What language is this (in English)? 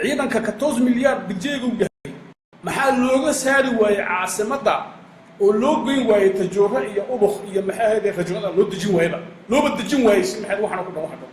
Somali